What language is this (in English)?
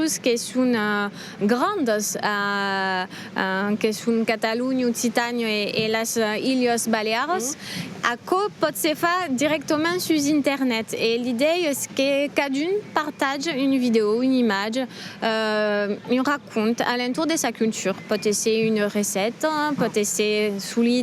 Occitan